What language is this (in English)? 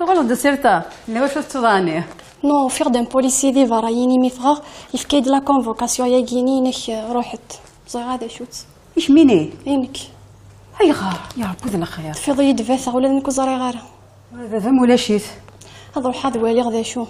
Kabyle